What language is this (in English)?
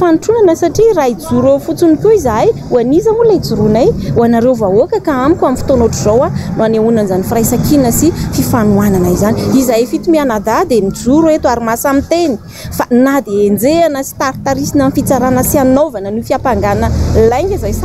Malagasy